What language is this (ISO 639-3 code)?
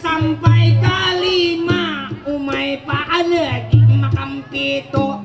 bjn